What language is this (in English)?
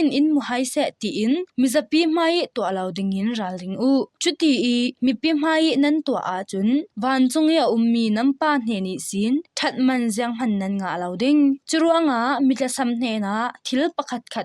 Falam Chin